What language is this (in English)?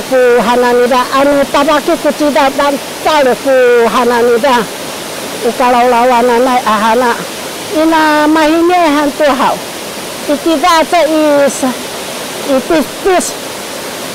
Sakizaya